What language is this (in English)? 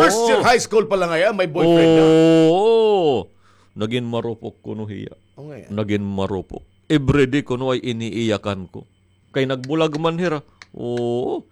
Waray